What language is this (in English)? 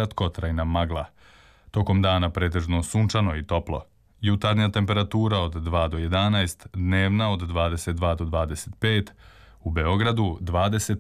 Serbian